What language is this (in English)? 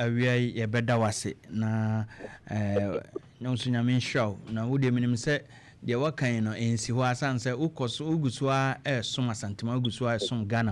Akan